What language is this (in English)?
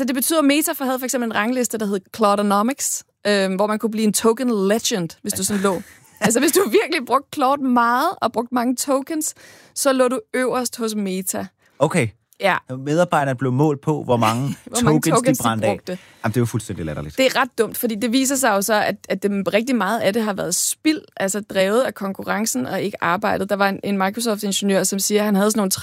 Danish